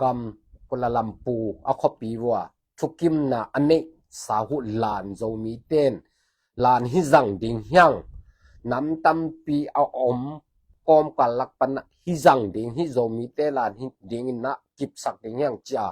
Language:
Tedim Chin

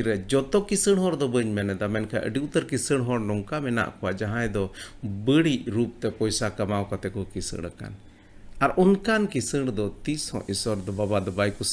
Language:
Santali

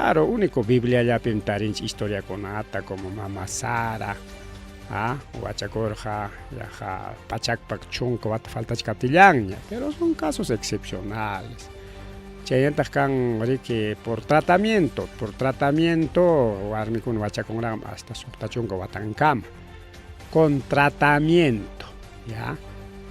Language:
Ayacucho Quechua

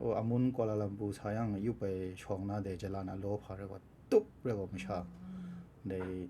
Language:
Kachin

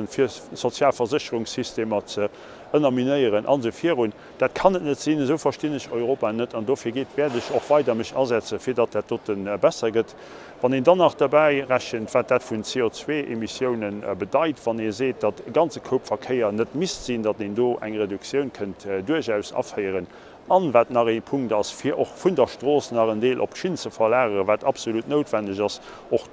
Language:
Luxembourgish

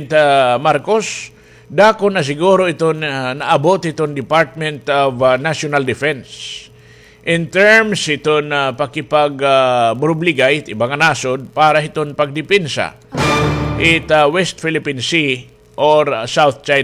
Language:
Waray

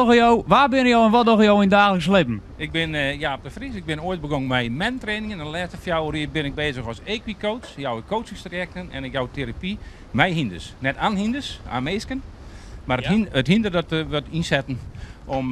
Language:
Western Frisian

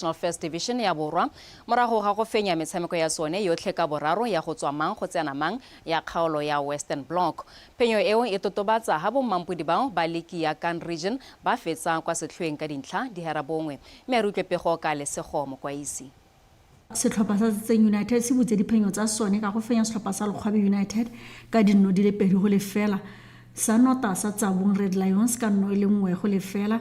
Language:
Tswana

